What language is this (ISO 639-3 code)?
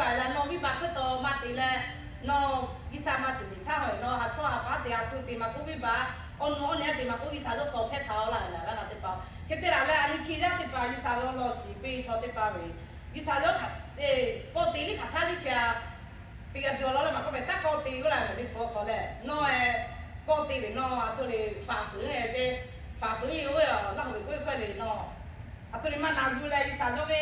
lhu